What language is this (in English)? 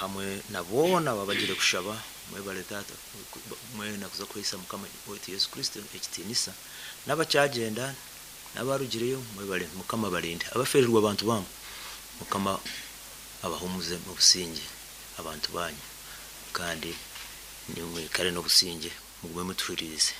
Nyankole